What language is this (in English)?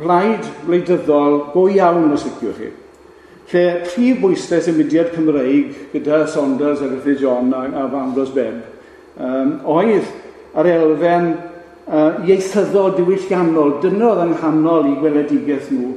Welsh